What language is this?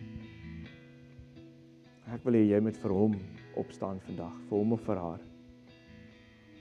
Afrikaans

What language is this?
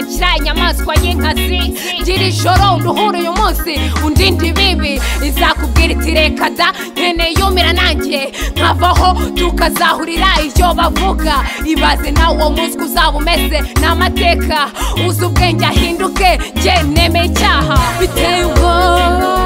Kinyarwanda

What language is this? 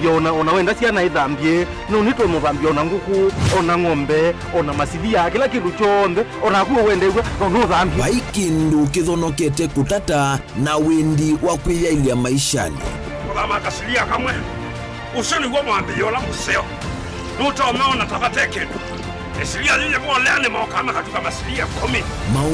Kamba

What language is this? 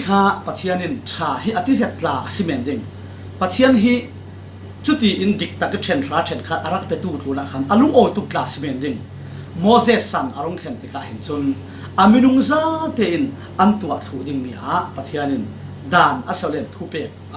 Falam Chin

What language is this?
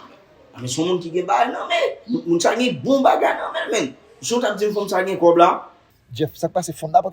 Haitian Creole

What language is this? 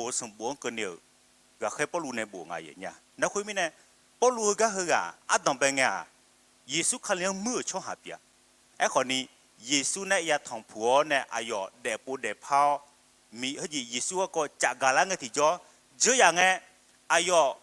Akha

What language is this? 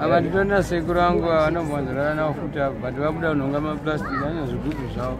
Shona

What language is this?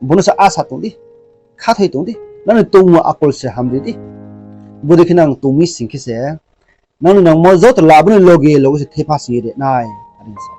Riang (India)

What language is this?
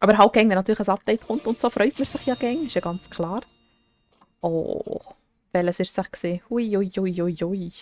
Swiss German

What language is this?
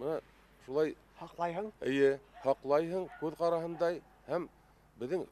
Bashkir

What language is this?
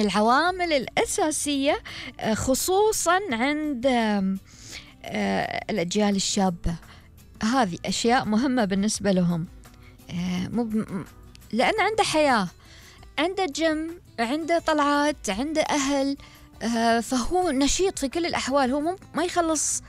Gulf Arabic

